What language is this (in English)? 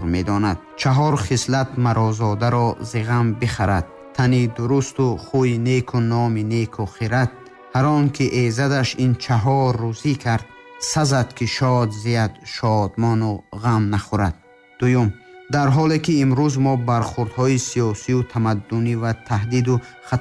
Tajik